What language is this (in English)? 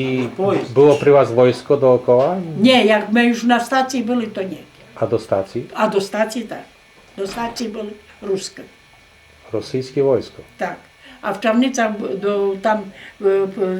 Rusyn